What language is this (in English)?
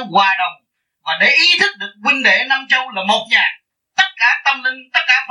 Vietnamese